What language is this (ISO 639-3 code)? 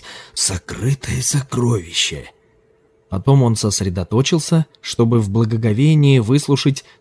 rus